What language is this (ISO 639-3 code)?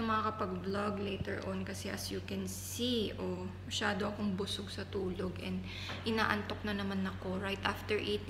fil